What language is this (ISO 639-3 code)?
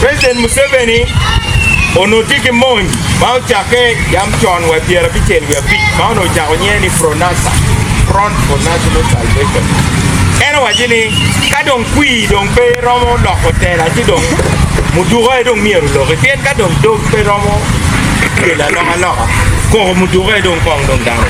ach